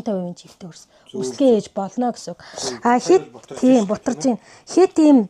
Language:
Mongolian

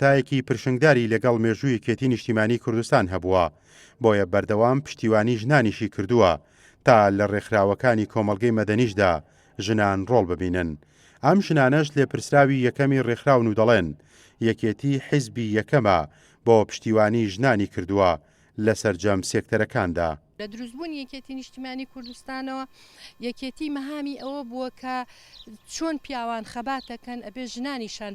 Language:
Central Kurdish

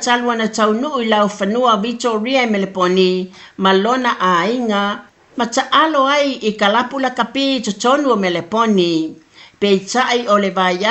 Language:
Samoan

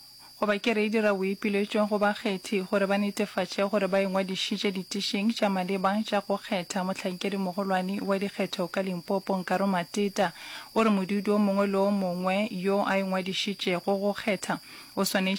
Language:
Northern Sotho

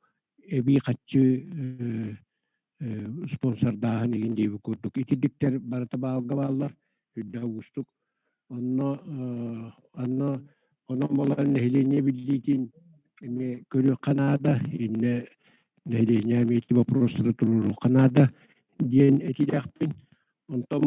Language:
Yakut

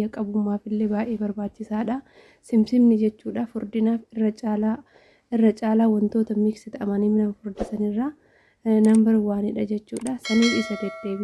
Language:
Oromo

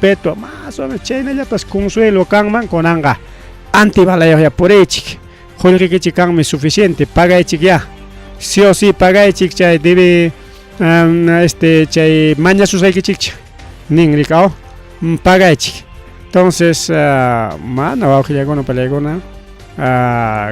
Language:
Ayacucho Quechua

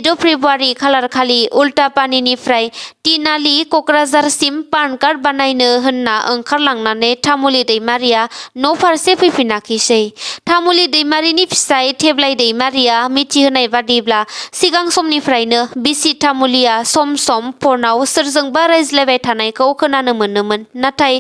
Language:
Bodo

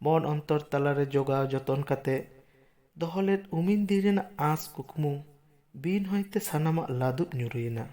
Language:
Santali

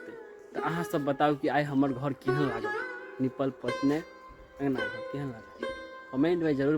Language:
Maithili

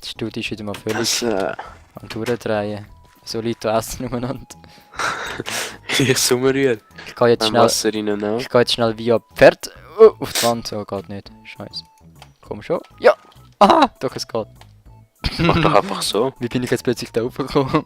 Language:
Swiss German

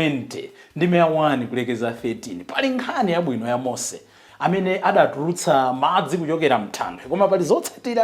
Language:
Nyanja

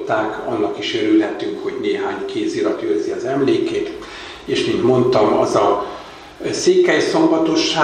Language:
Hungarian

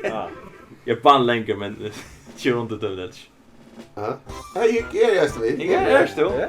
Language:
Faroese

